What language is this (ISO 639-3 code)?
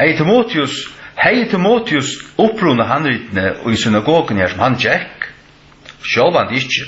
fao